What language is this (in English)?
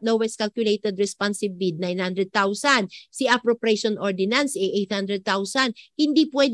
Filipino